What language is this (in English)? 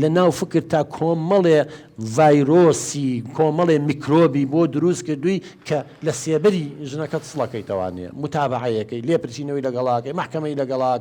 Central Kurdish